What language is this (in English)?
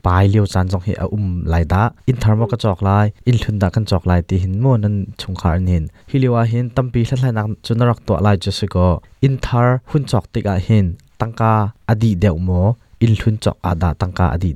Hakha Chin